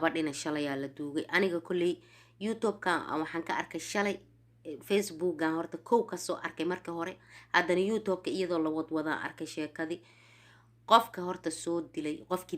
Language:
Somali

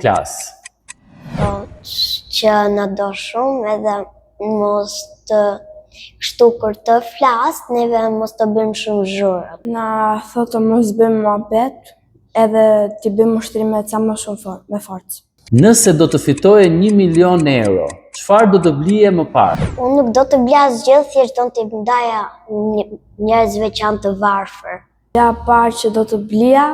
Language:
Albanian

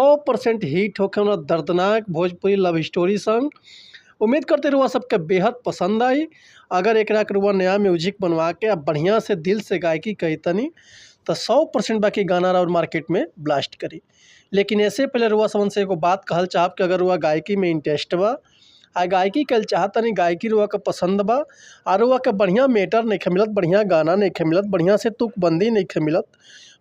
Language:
Bhojpuri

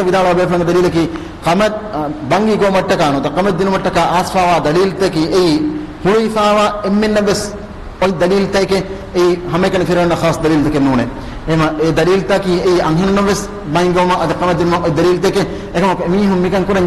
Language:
Divehi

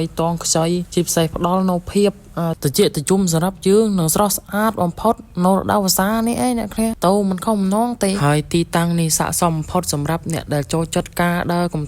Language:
Khmer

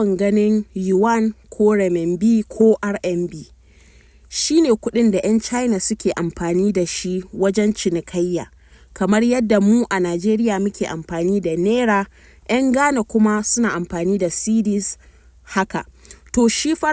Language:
Hausa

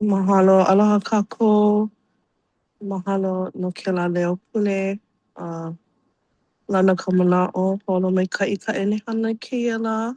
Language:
Hawaiian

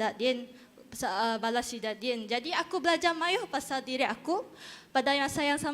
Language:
Iban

